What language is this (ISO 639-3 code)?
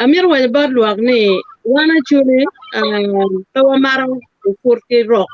ach